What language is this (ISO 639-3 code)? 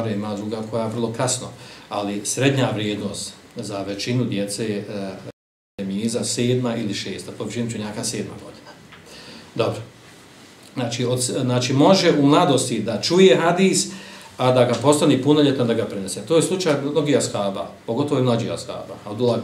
bos